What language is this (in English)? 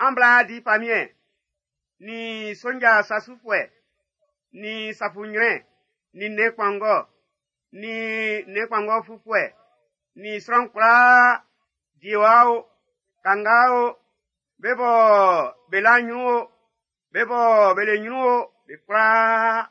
Baoulé